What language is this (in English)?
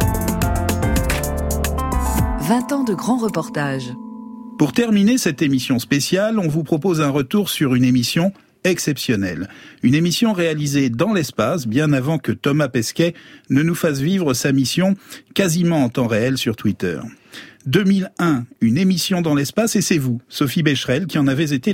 French